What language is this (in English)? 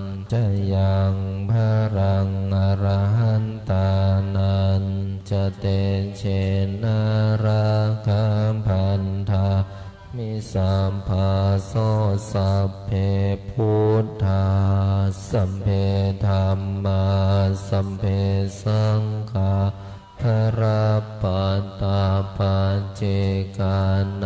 Pali